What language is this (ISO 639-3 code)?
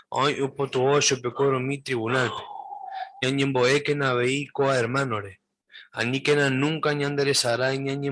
grn